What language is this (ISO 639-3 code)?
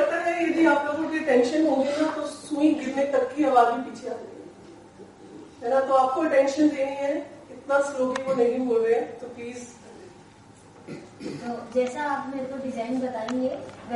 hin